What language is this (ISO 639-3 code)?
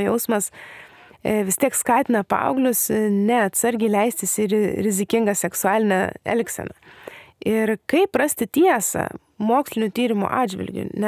lit